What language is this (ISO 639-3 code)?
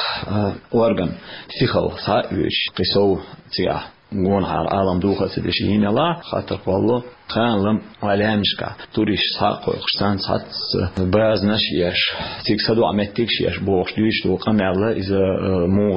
che